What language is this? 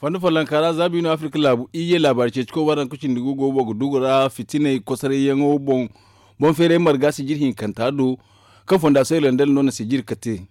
Zarma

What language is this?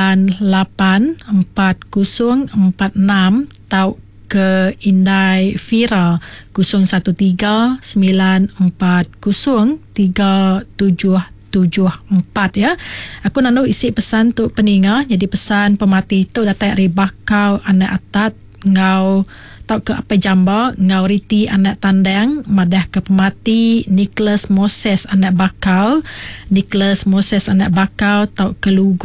Iban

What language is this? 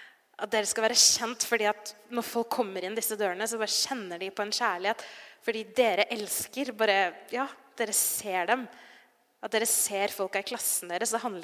Norwegian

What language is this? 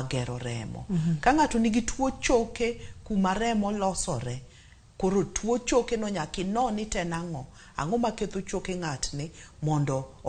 Luo (Kenya and Tanzania)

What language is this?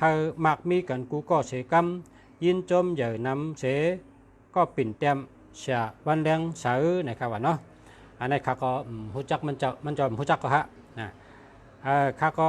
Shan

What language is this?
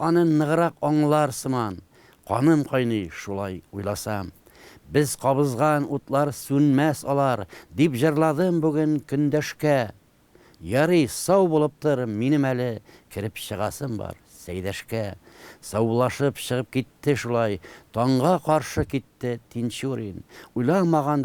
Tatar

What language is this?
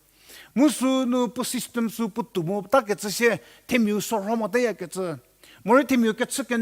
Angami Naga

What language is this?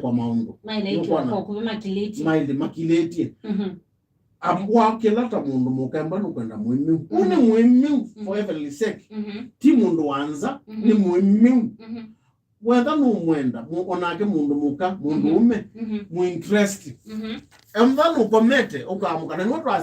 Kamba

